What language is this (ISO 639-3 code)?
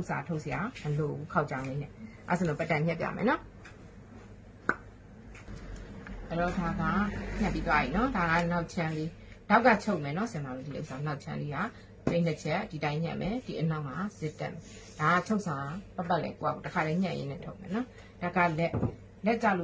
mya